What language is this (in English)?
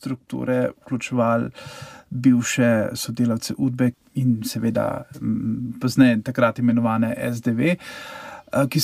Slovenian